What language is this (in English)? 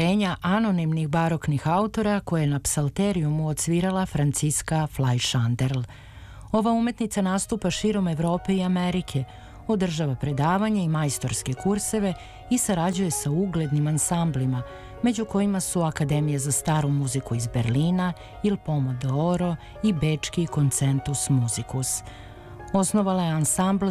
Serbian